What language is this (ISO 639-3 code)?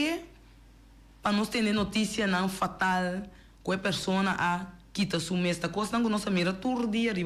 pap